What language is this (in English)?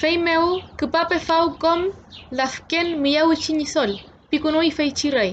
Mapuche